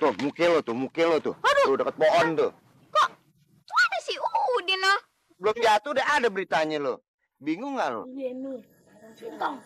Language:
Betawi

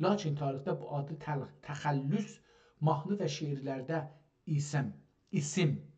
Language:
South Azerbaijani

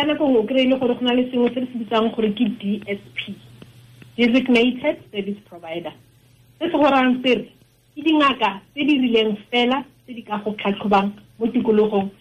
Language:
Tswana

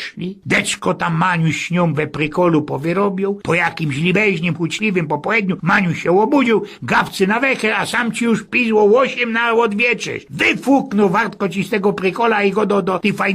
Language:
Silesian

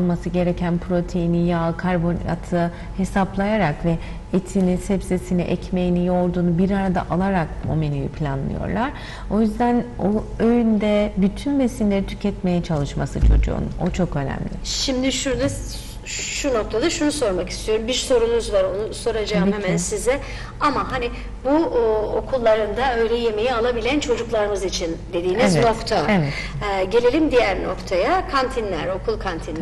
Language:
Turkish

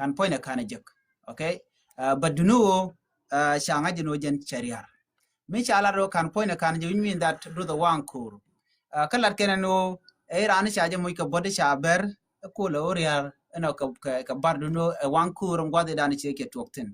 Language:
Nuer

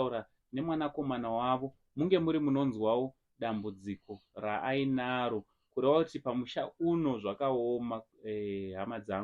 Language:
Shona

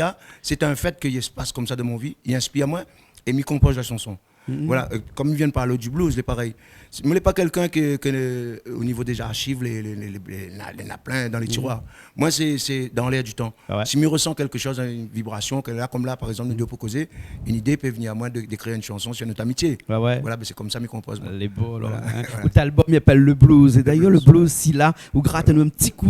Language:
Réunion Creole French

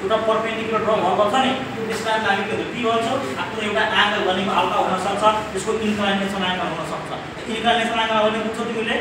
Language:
Nepali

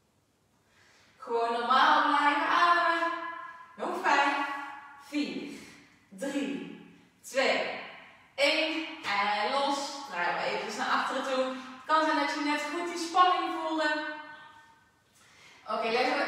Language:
Dutch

